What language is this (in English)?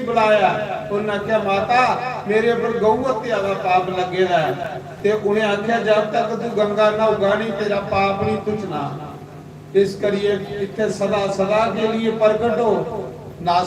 Dogri